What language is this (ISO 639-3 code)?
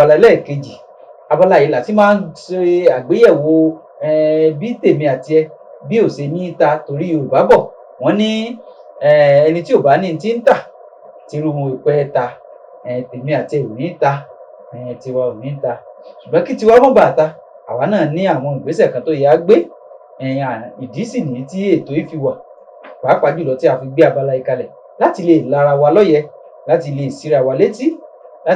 yor